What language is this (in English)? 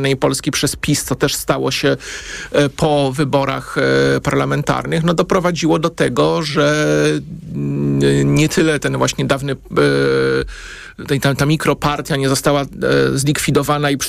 Polish